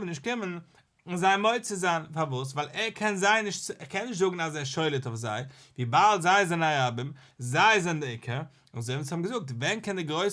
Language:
Yiddish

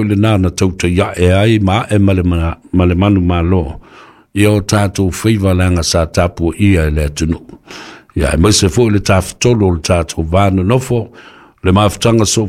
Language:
Samoan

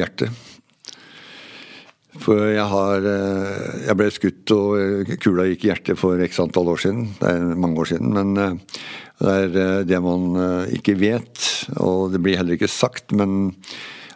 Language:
Norwegian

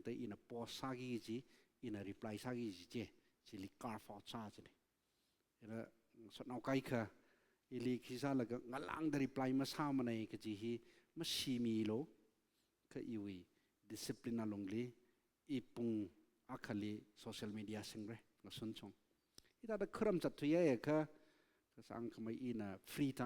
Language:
Tangkhul Naga (India)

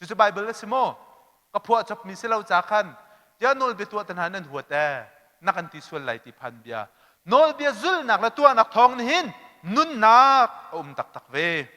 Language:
Hakha Chin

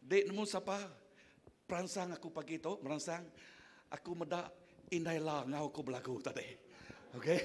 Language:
Iban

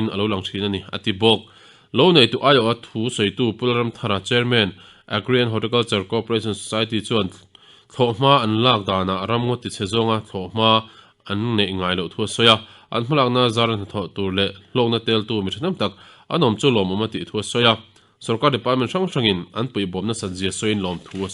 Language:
Mizo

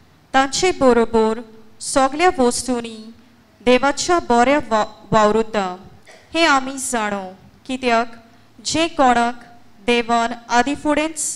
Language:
Konkani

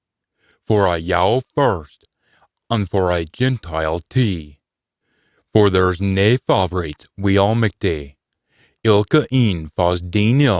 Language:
Scots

